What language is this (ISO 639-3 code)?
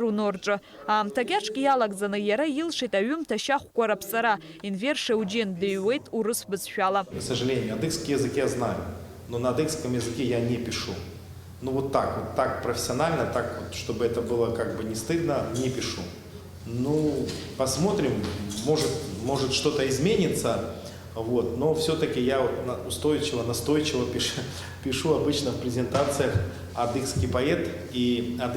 abk